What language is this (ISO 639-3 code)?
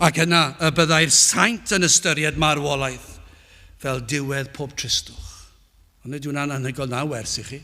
cym